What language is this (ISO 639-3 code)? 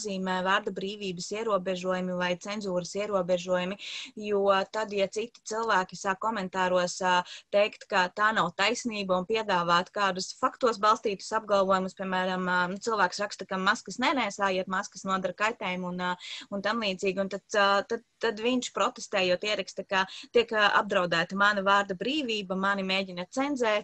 lav